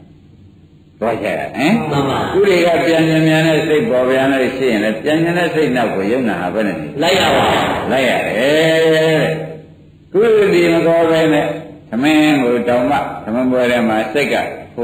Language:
Burmese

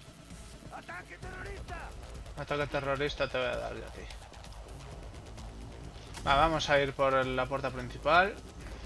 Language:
Spanish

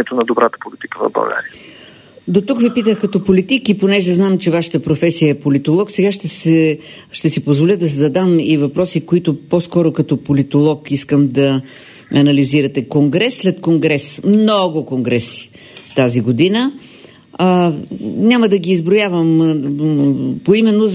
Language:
Bulgarian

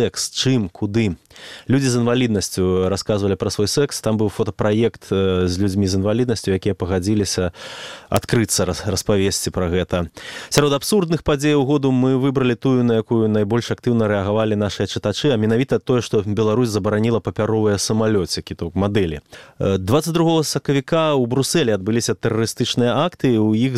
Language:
Belarusian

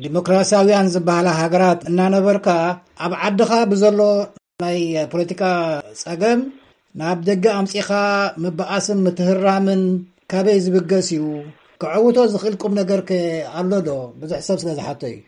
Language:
Tigrinya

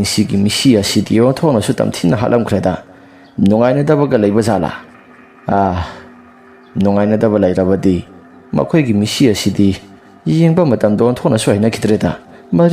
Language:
Manipuri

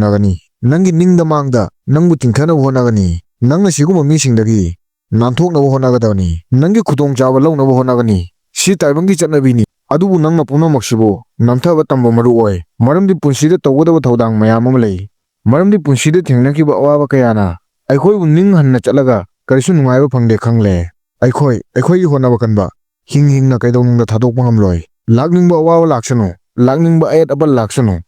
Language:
Manipuri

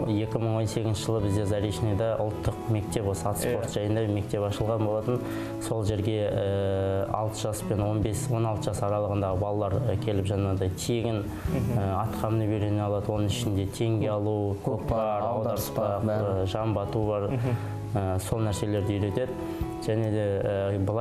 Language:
Kazakh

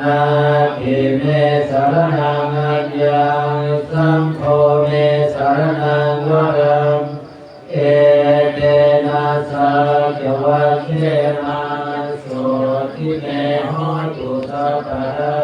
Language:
Pali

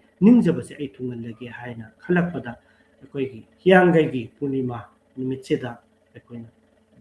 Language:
Manipuri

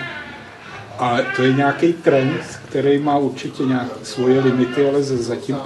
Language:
Czech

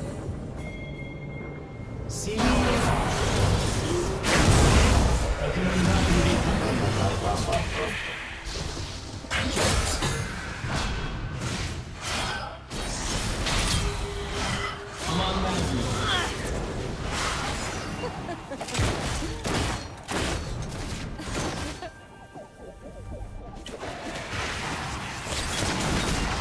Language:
Turkish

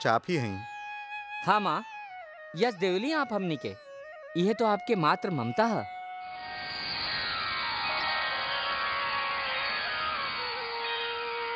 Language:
Bhojpuri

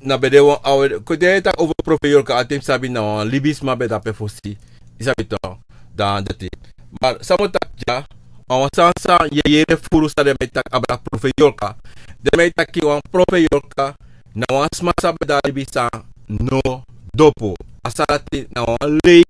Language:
Sranan Tongo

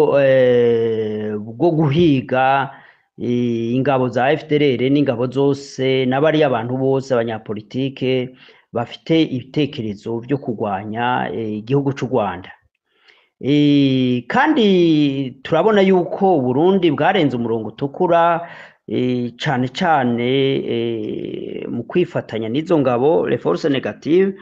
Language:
Rundi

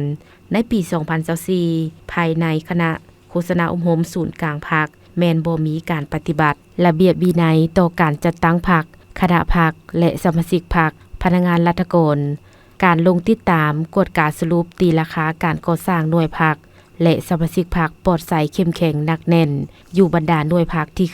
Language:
Lao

